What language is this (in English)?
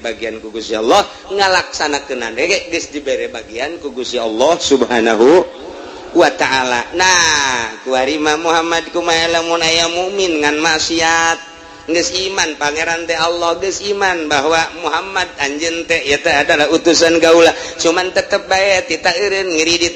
Sundanese